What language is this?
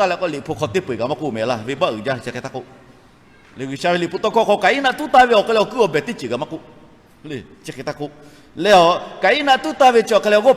Lahu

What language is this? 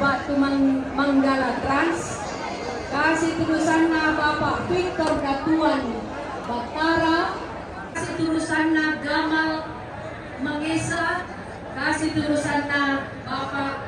Toraja-Sa'dan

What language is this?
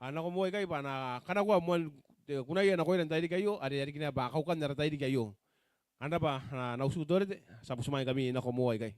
Gilbertese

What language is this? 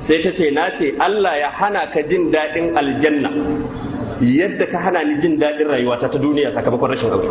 Hausa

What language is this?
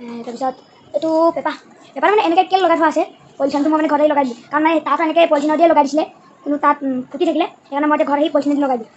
Assamese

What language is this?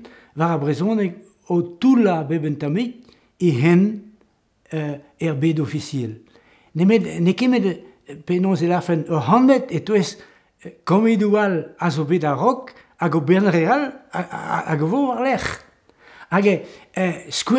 Breton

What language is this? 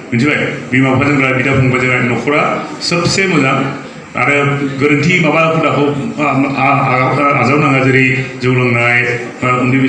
Bodo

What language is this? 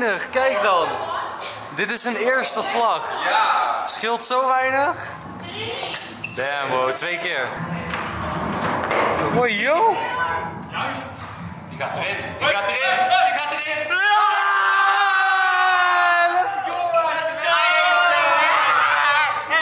Dutch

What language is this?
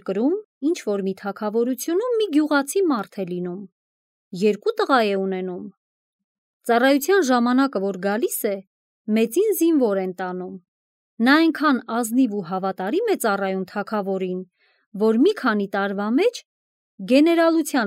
Armenian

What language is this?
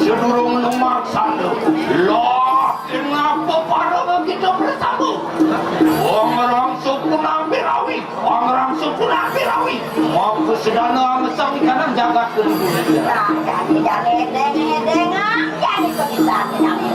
Balinese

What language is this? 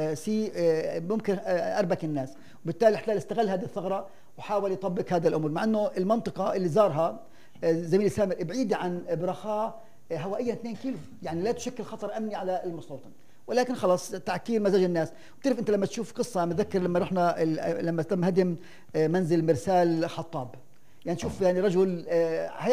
North Levantine Arabic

